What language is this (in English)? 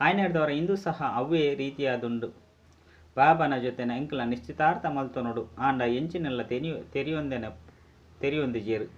Tulu